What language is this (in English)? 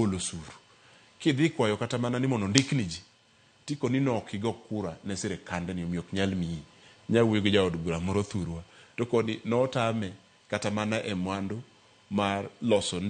Luo (Kenya and Tanzania)